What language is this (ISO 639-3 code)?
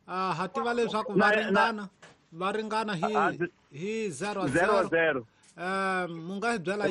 tso